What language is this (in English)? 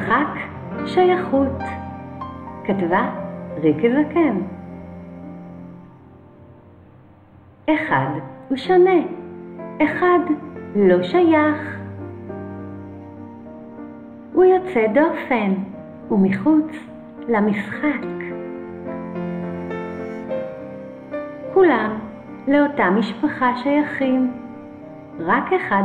Hebrew